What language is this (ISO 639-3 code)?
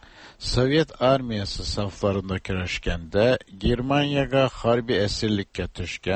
tat